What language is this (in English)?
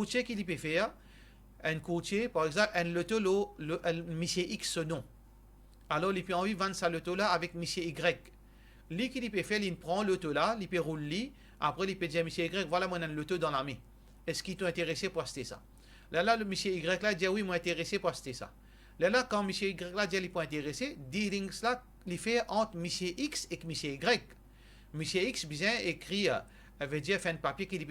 Morisyen